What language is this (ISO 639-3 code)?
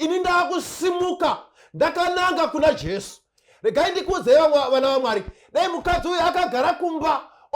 sna